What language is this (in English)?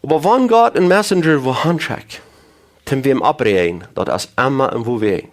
Plautdietsch